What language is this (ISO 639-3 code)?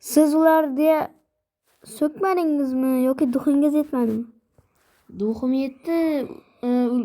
uzb